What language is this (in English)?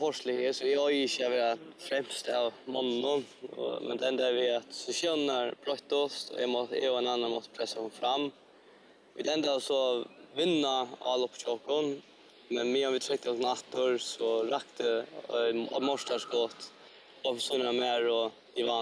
Faroese